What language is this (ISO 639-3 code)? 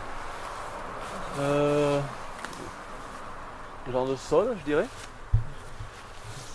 fra